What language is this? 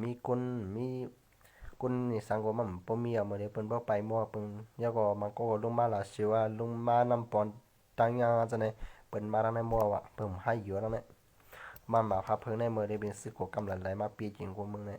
Shan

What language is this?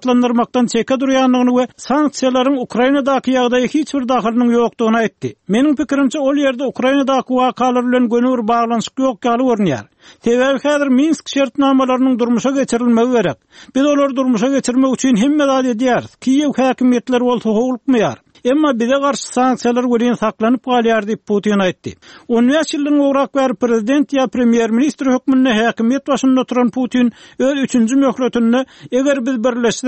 Turkmen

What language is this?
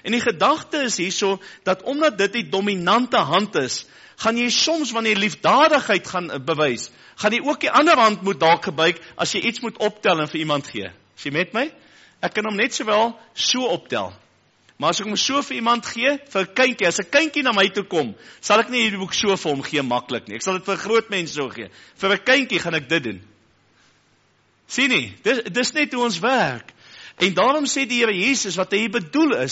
Afrikaans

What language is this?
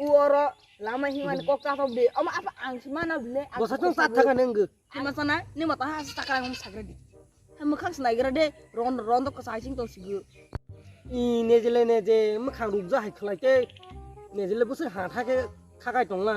Kok Borok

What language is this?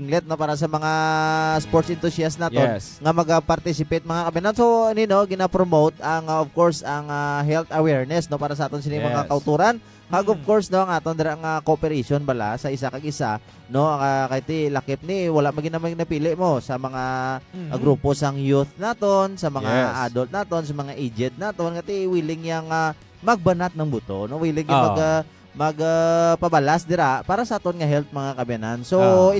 Hiligaynon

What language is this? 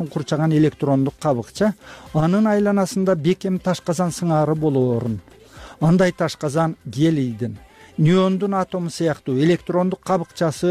Kyrgyz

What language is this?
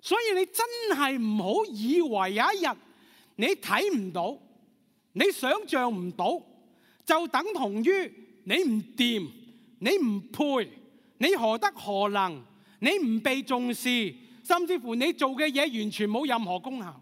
Cantonese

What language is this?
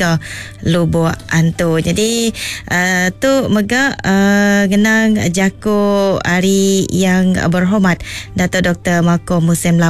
Iban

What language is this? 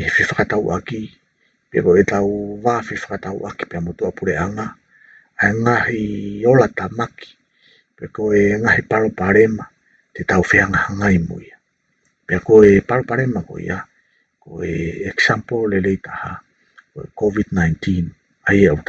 Tongan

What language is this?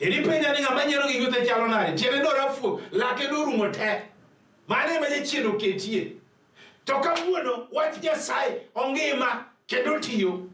Luo (Kenya and Tanzania)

